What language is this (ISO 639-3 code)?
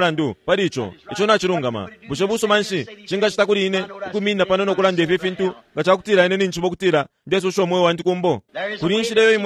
bem